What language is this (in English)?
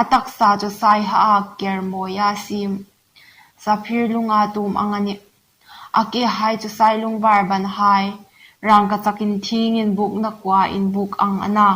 Hmar